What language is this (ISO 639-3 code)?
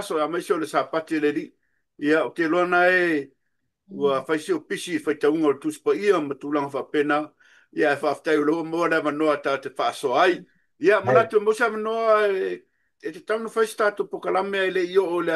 smo